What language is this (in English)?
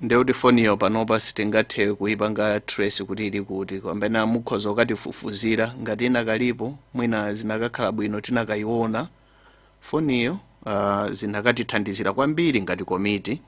Nyanja